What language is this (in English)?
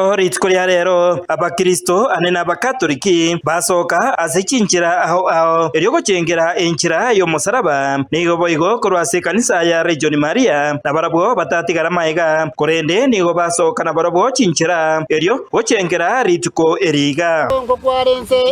Gusii